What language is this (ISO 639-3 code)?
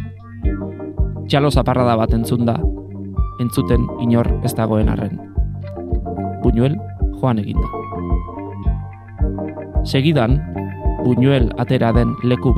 eus